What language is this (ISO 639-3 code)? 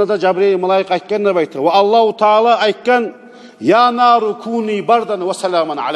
kum